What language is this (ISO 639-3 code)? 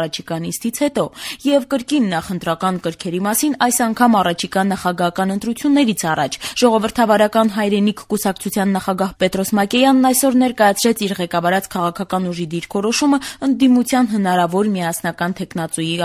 hye